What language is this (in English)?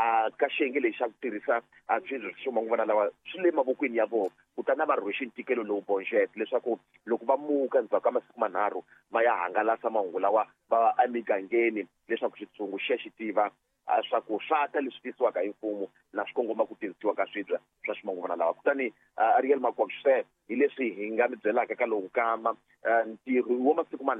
Tsonga